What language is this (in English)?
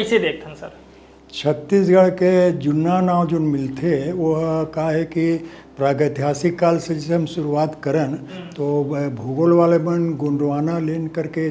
Chhattisgarhi